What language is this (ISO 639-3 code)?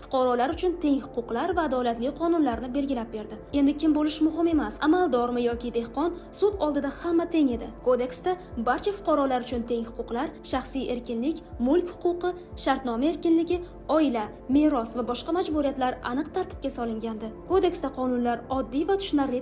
uzb